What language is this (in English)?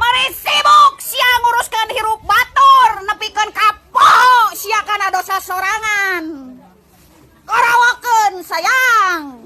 Sundanese